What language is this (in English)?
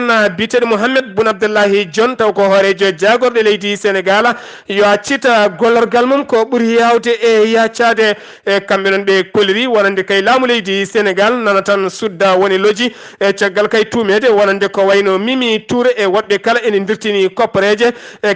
Fula